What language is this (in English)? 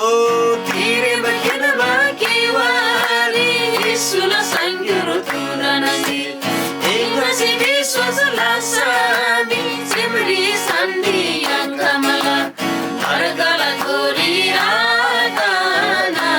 Eastern Tamang